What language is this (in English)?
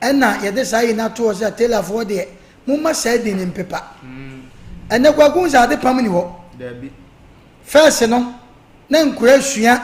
Akan